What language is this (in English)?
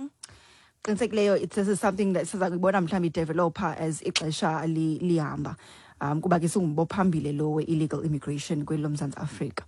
Xhosa